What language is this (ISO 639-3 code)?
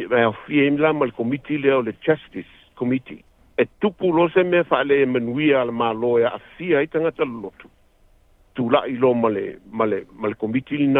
smo